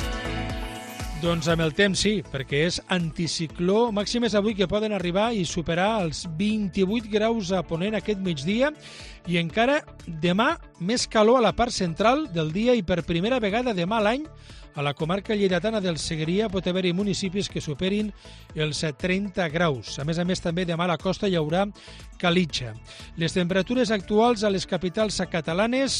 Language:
Catalan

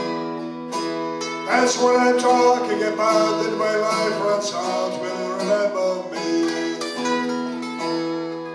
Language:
Czech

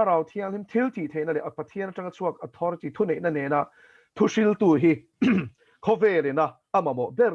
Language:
Mizo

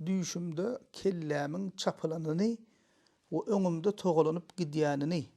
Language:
Turkmen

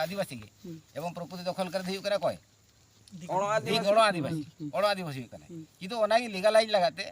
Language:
Santali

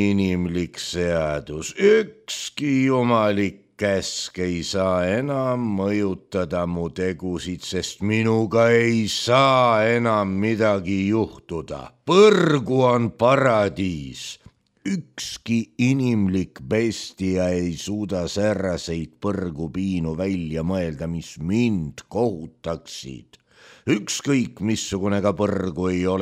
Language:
Estonian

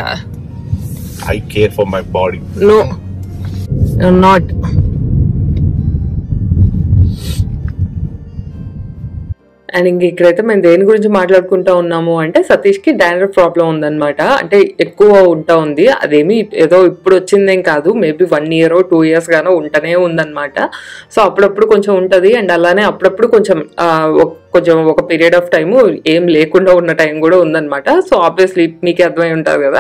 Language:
Telugu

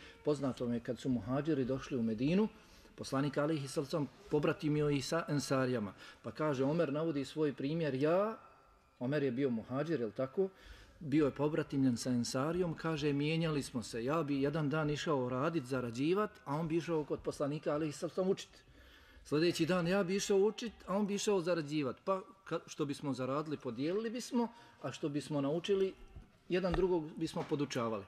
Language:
Bosnian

